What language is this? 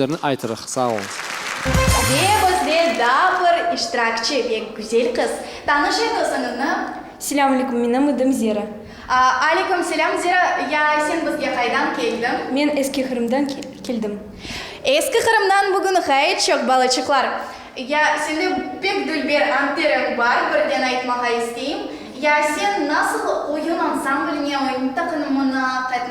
Crimean Tatar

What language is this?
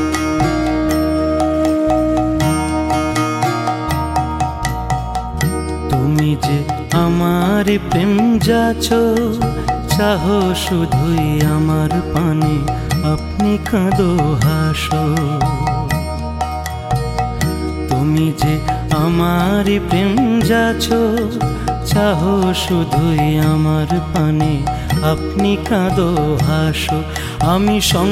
Bangla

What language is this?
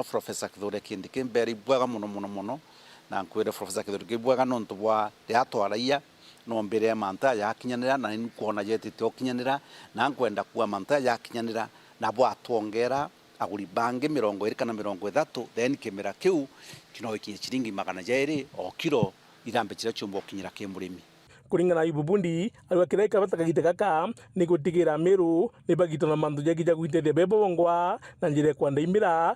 Meru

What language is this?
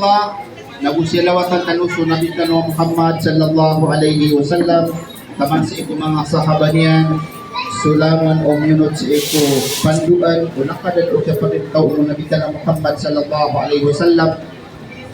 Maranao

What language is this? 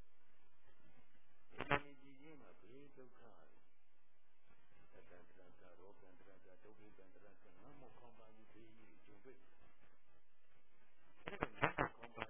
Burmese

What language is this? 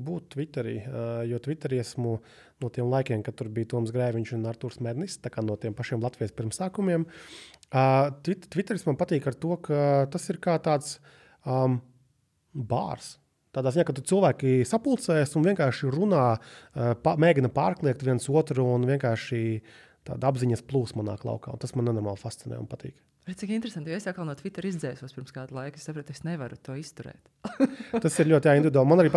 Latvian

